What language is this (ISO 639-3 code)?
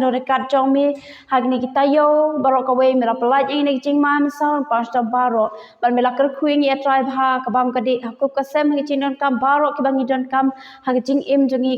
kha